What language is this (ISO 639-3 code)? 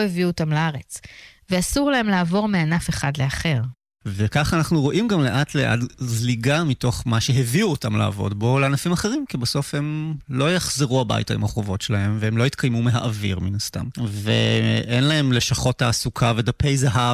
heb